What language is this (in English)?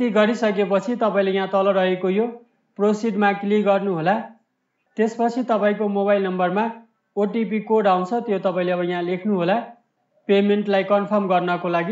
Nepali